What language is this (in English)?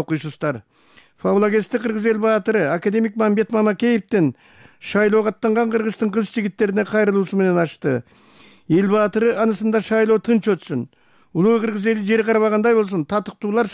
Kyrgyz